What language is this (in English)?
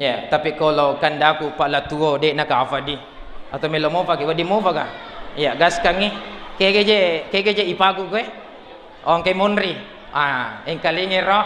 Buginese